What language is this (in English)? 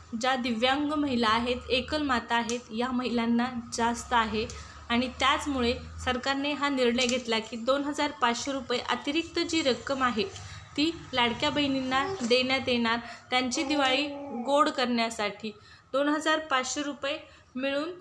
Marathi